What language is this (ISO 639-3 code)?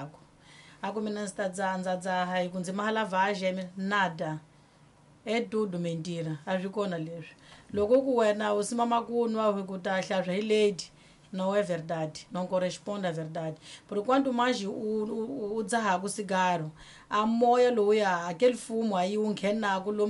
tso